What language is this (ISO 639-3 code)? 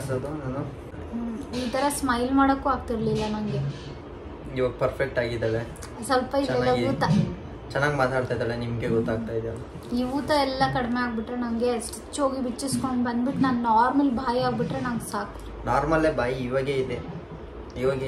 kan